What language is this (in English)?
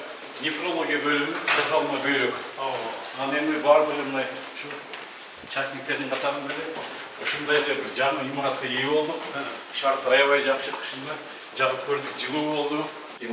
Kyrgyz